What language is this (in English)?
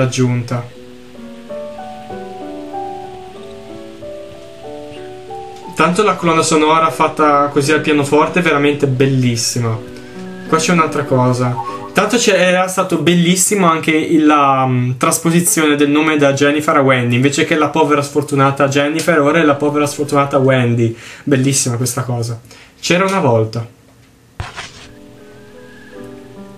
Italian